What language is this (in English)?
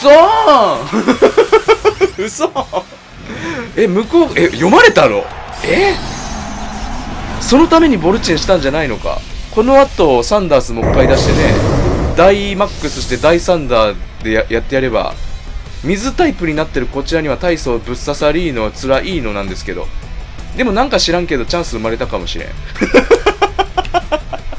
Japanese